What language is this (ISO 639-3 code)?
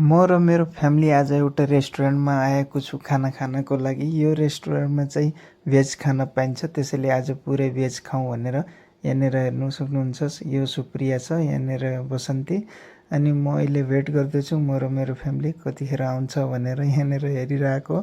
nep